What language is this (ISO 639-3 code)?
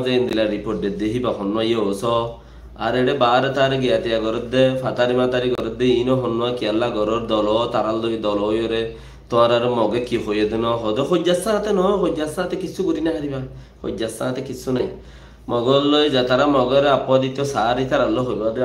rhg